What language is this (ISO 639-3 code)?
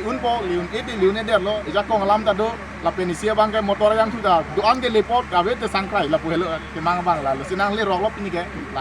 mjw